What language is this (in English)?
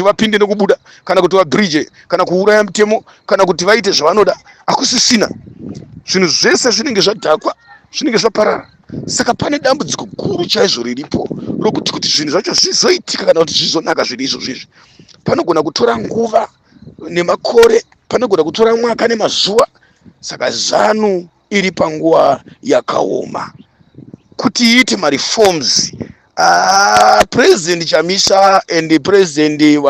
Shona